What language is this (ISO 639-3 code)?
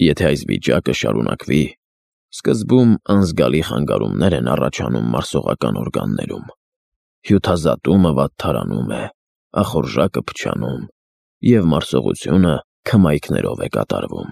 hye